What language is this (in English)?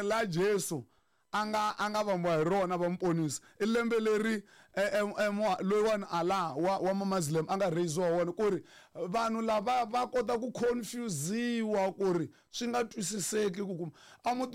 Tsonga